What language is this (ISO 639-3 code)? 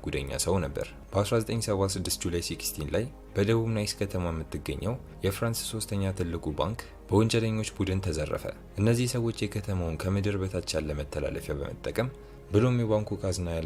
amh